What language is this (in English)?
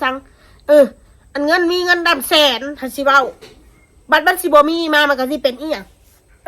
Northeastern Thai